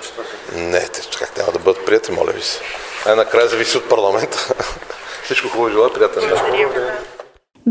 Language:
Bulgarian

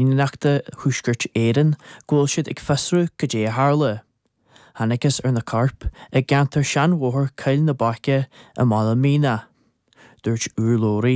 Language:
Irish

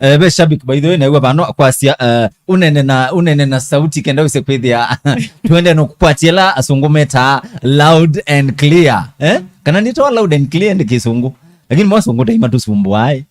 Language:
Kamba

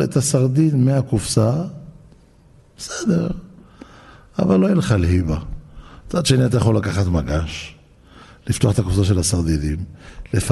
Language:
Hebrew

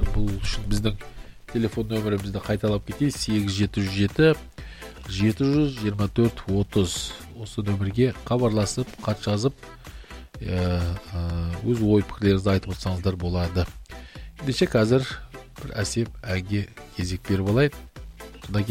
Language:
Kazakh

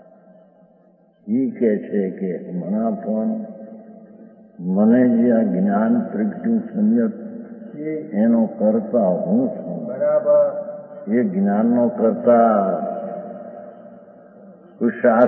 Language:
Gujarati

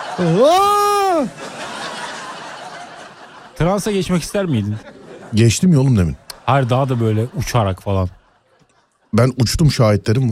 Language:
Turkish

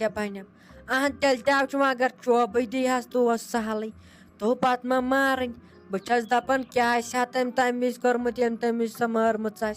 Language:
Kashmiri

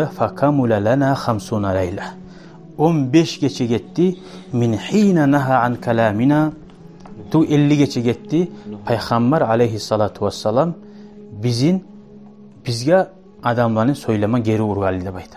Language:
Kumyk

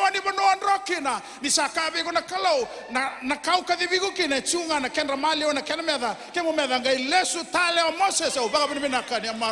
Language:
Fijian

